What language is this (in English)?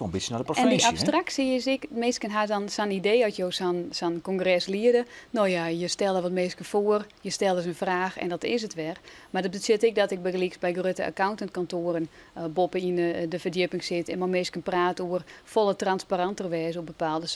Western Frisian